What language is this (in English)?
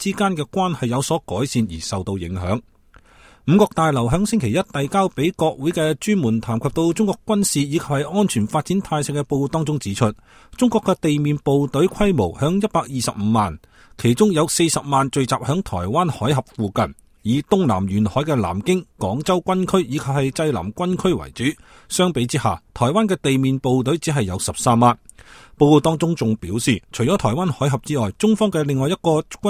Cantonese